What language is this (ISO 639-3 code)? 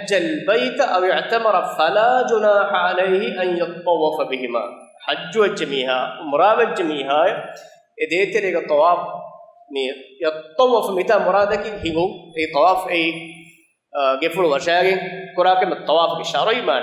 div